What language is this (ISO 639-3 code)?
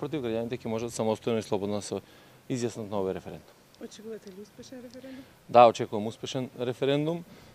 mkd